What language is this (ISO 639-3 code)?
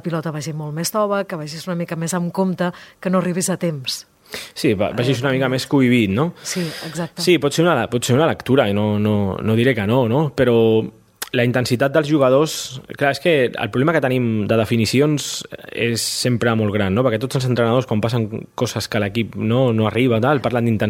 cat